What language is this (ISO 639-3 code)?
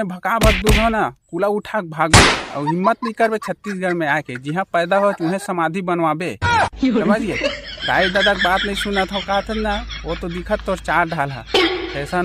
hne